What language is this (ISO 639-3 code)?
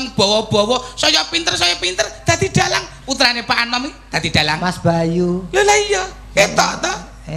jav